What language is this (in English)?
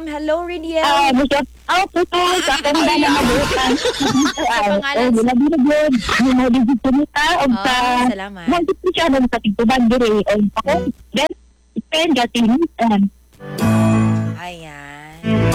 Cebuano